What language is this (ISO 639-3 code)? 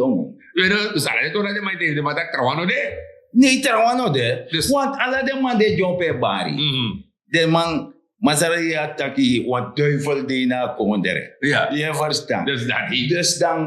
srn